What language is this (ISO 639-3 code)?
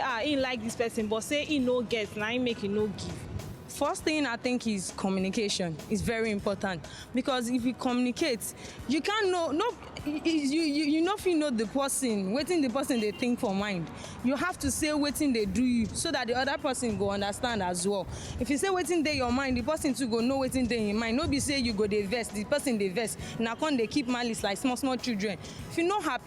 pcm